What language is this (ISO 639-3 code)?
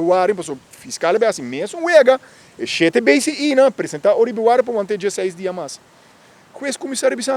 pap